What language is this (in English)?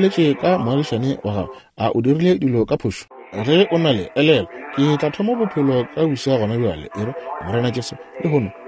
Northern Sotho